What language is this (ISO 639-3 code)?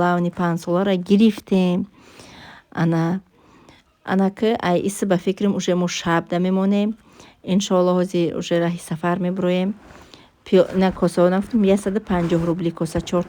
tgk